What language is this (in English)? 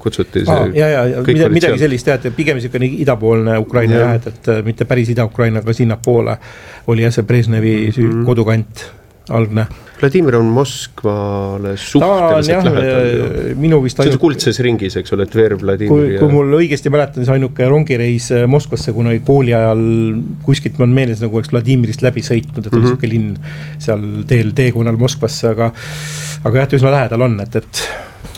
Estonian